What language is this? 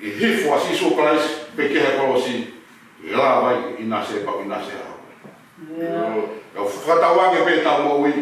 Tongan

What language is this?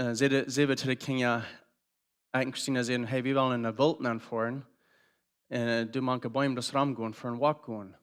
Plautdietsch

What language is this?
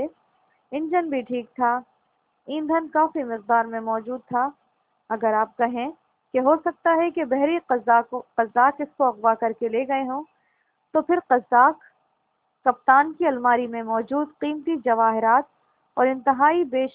Urdu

